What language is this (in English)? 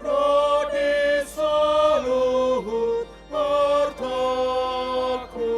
Batak Toba